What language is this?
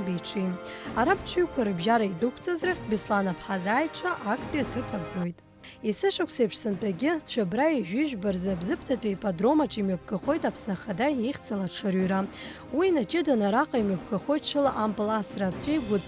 Abkhazian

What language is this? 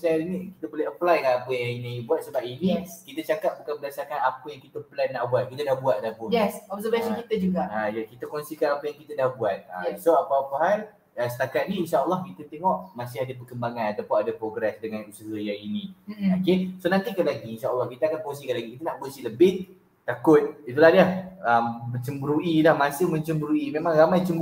Malay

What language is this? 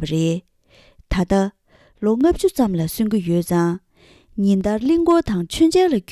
Tibetan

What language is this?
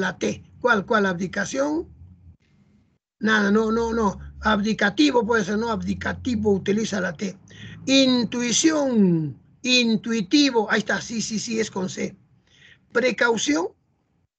Spanish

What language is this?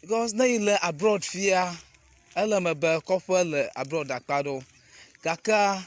Ewe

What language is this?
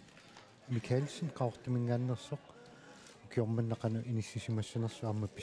Kalaallisut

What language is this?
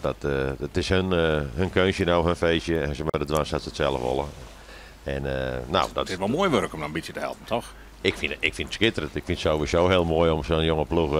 Western Frisian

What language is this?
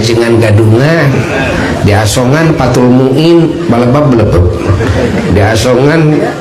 Sundanese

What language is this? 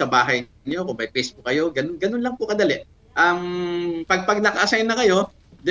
Filipino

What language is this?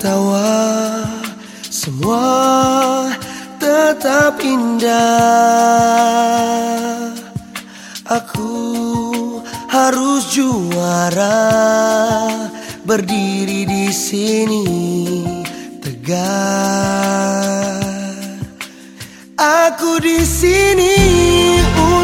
Indonesian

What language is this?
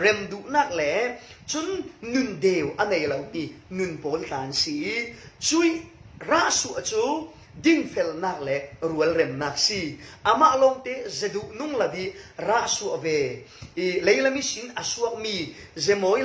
Falam Chin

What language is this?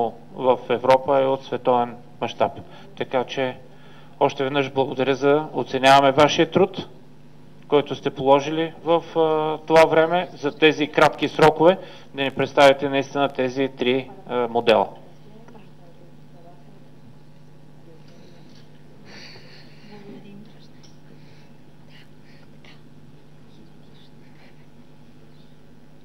Bulgarian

